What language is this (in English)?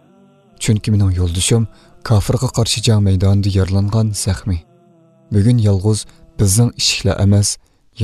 Uyghur